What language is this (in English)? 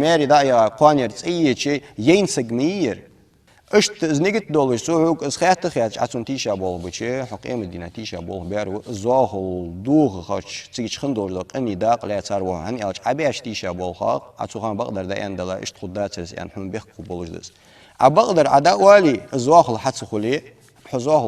Ingush